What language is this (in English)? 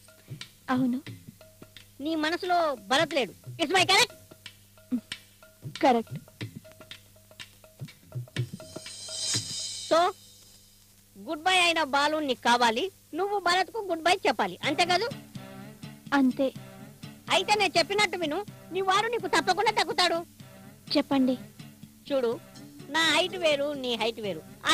Telugu